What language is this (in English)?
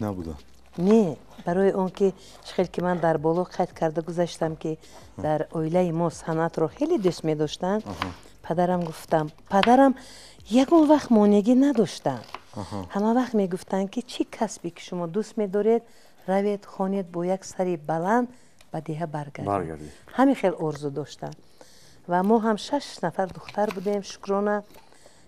Tajik